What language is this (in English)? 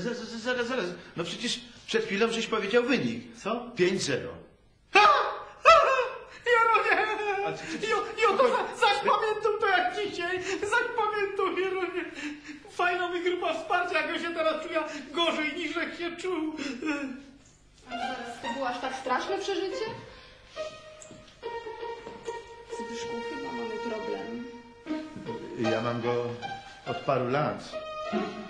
Polish